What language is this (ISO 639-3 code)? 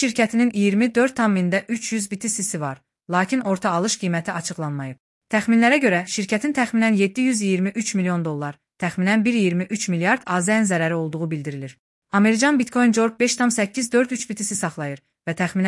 aze